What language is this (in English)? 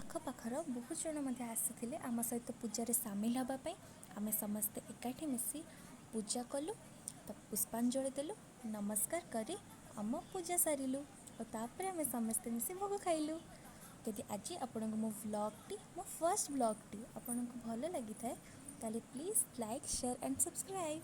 Odia